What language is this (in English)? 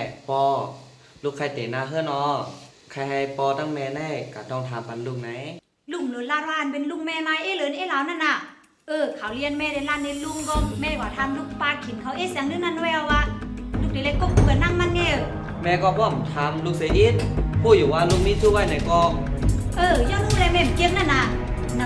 Shan